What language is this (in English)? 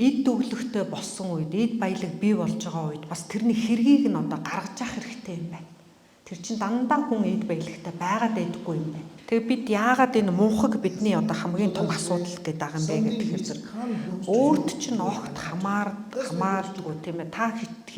Mongolian